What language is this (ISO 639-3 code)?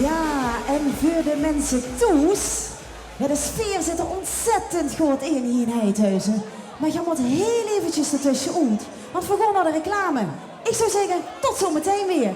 lim